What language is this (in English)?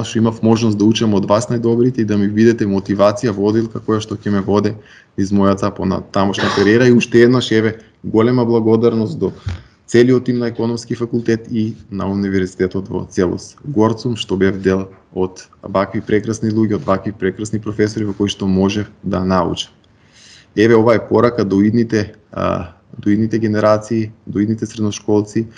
Macedonian